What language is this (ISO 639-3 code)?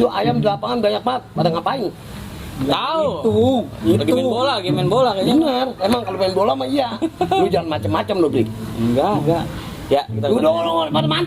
bew